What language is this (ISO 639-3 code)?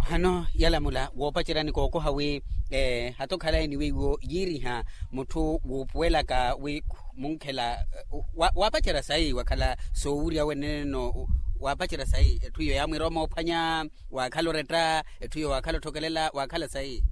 vmw